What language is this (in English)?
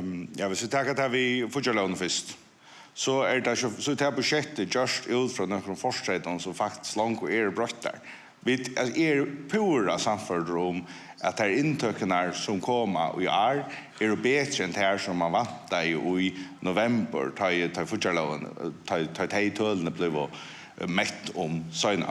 Faroese